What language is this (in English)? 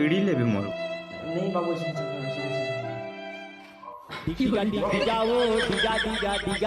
Chhattisgarhi